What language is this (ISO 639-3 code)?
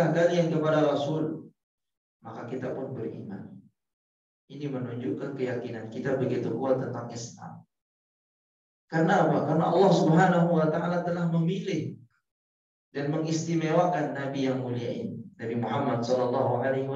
ind